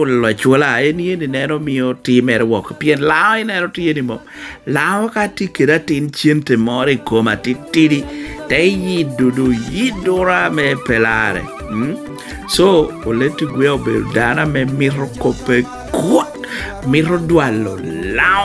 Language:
Lango (Uganda)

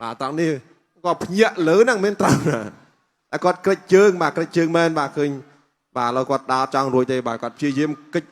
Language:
Khmer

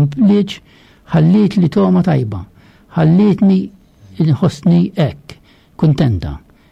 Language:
Maltese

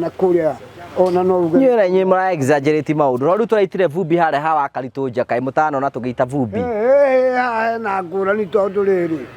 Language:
Kikuyu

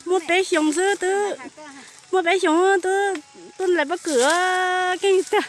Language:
Hmong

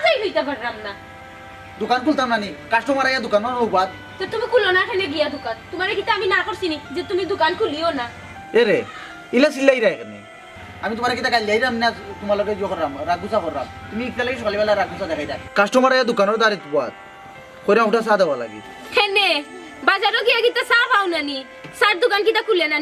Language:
Sylheti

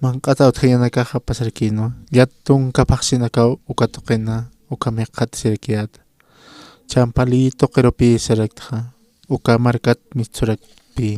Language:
Aymara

